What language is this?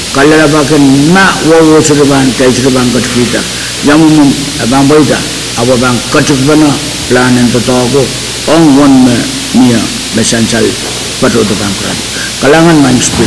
Pohnpeian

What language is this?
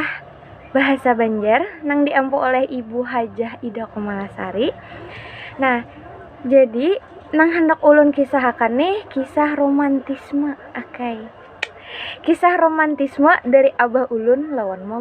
Banjar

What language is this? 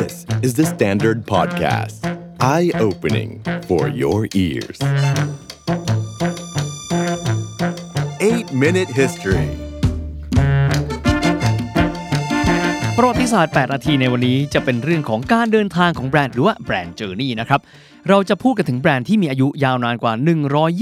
Thai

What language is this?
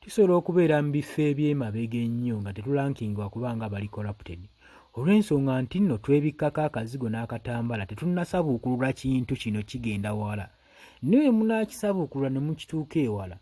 Ganda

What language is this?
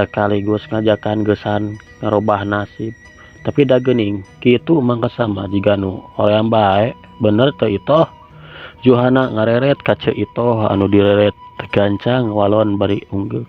Sundanese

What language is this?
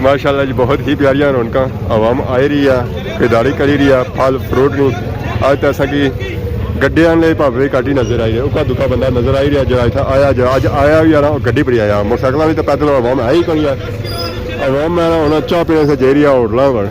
Pahari-Potwari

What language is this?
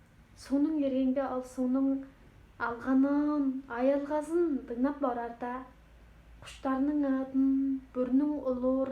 Tuvinian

